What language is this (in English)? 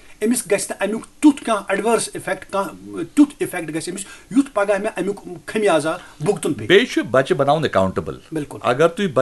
Kashmiri